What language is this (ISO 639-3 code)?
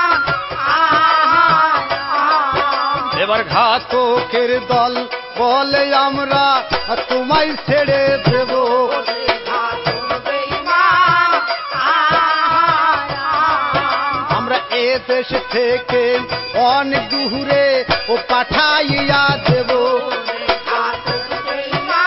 ben